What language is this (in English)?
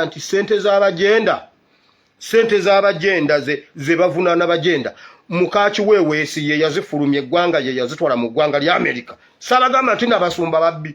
Ganda